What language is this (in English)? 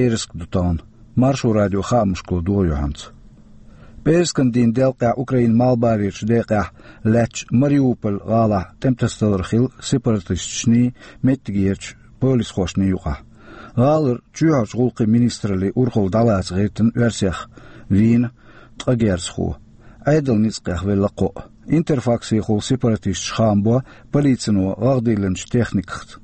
Chechen